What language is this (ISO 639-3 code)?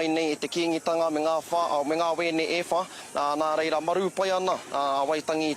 mri